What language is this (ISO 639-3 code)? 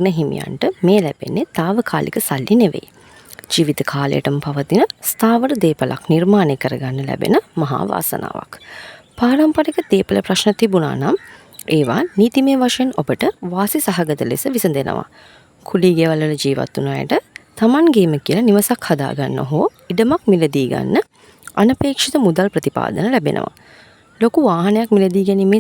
sin